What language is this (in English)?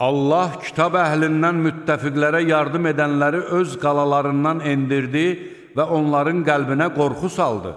Azerbaijani